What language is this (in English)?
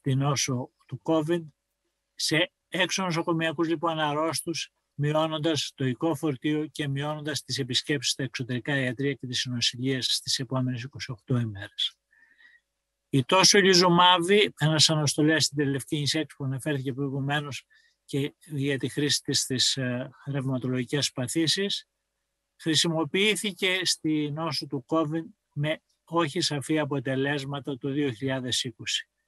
Greek